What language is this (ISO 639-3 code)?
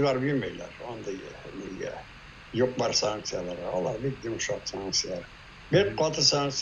tat